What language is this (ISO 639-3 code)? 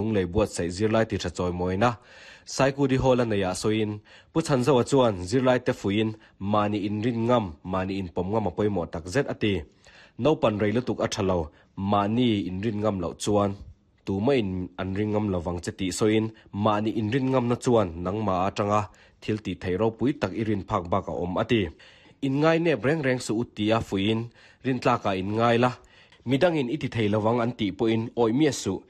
lus